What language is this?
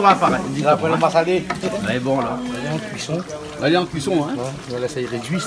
Réunion Creole French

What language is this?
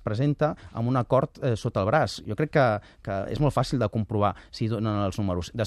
Catalan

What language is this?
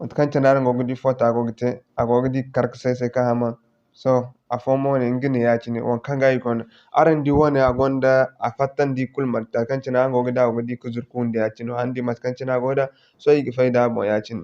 Zarma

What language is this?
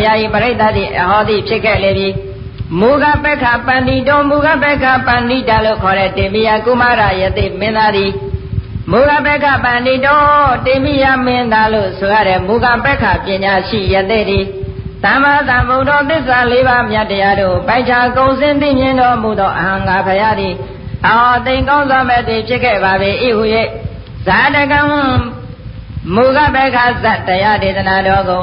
Burmese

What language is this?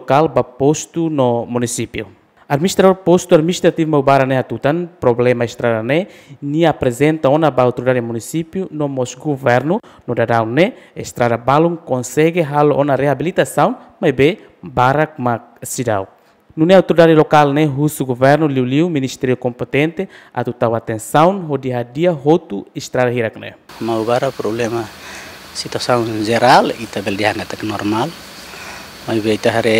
Tetum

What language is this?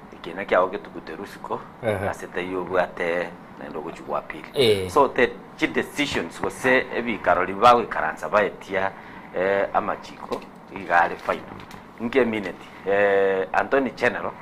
Gusii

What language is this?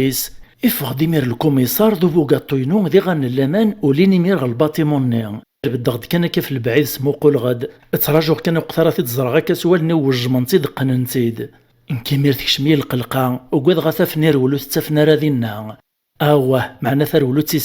Kabyle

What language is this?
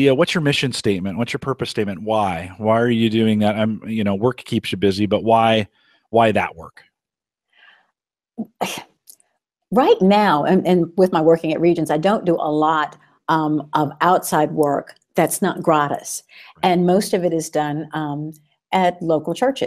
English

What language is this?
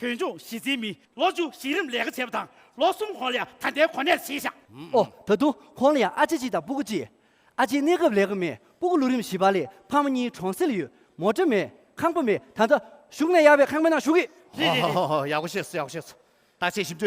Tibetan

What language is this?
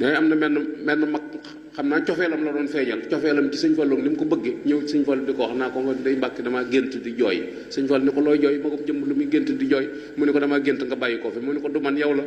Wolof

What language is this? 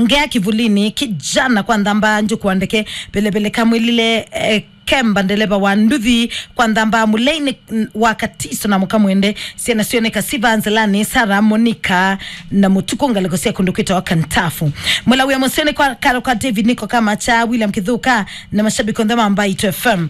Kamba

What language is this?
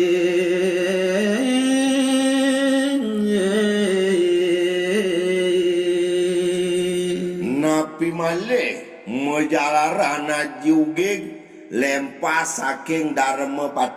Balinese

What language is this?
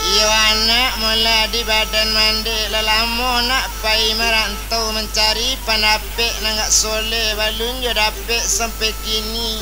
Minangkabau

